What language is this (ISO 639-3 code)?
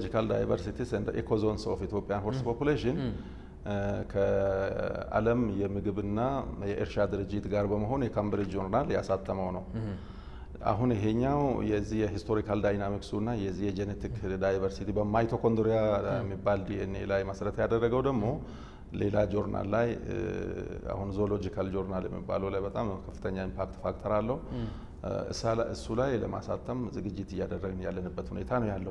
amh